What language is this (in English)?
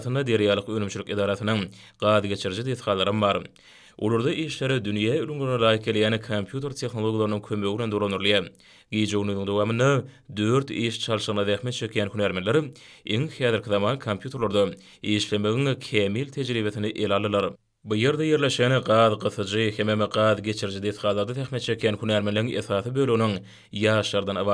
Turkmen